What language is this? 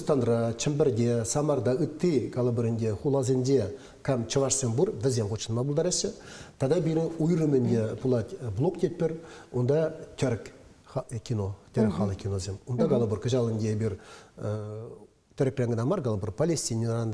Chuvash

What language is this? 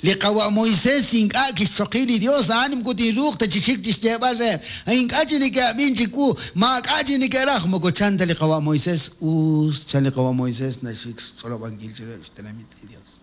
Kekchí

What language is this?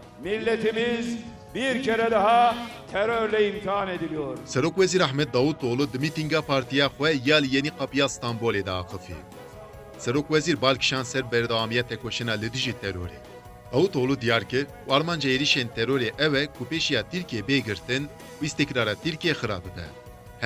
Kurdish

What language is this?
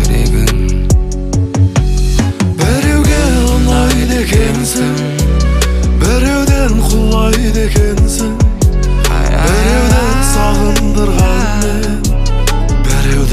Kazakh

